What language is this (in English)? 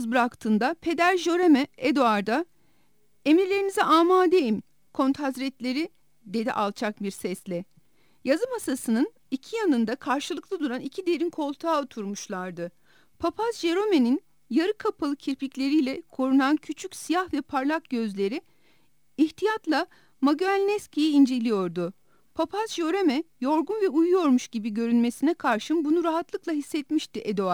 Turkish